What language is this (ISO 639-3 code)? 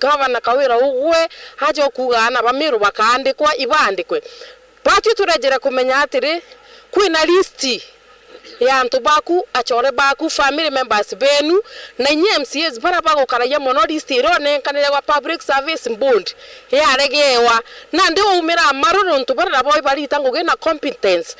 mer